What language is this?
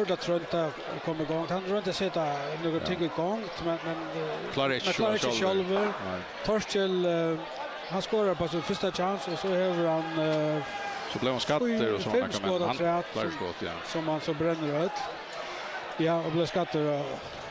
Faroese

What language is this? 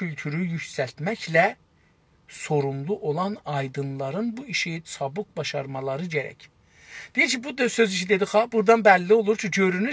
South Azerbaijani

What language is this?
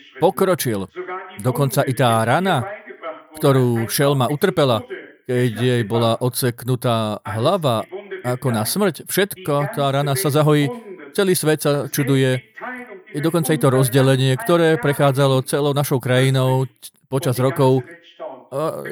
Slovak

